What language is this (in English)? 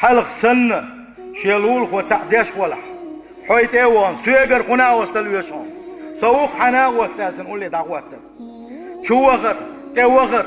Chechen